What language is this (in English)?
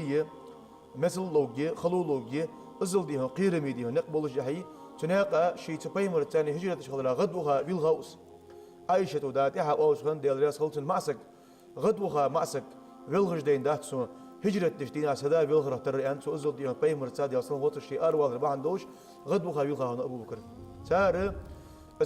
Ingush